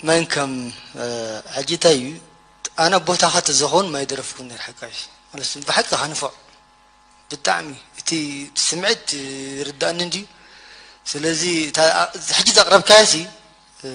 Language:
Tigrinya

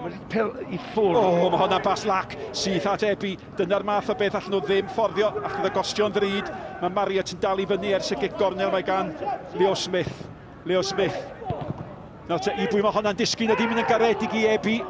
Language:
Welsh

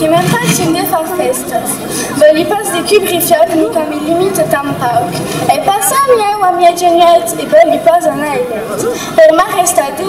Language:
Occitan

